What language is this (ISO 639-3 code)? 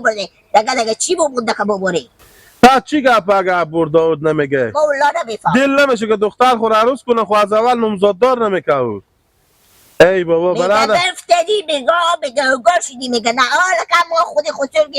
haz